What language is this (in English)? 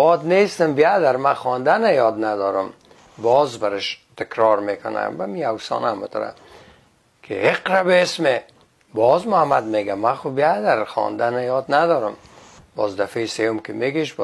Persian